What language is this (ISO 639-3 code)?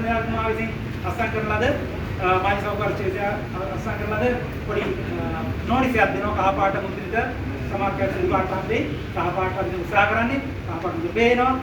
sin